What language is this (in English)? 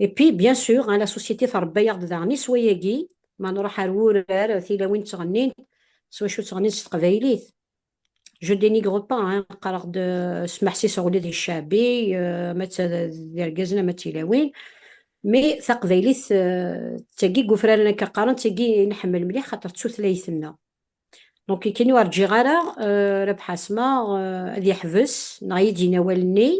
Kabyle